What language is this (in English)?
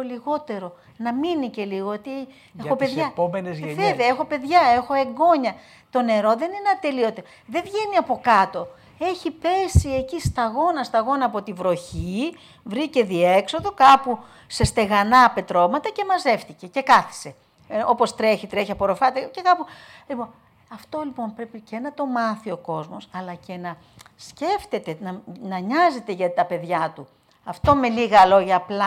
Greek